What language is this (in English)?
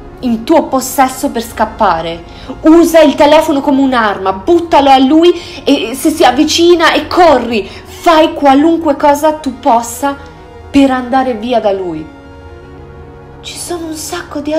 Italian